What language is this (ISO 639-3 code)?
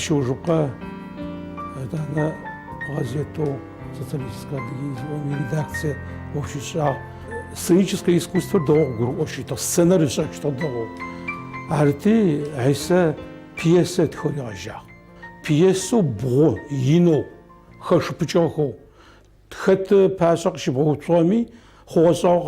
ady